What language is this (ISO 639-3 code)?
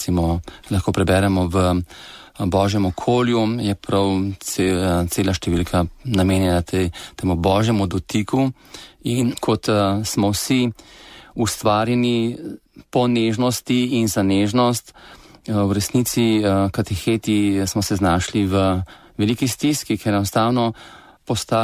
slv